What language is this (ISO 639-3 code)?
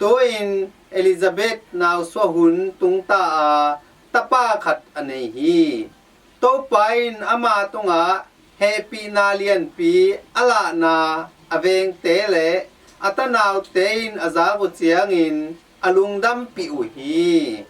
ctd